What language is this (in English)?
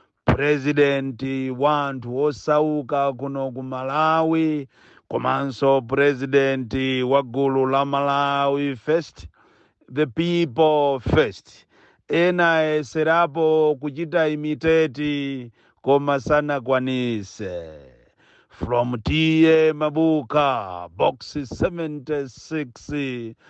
Nyanja